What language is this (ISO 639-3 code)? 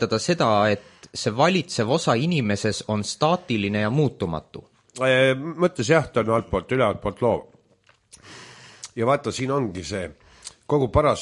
est